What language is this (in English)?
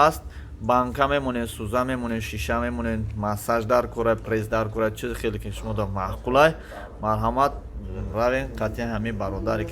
Tajik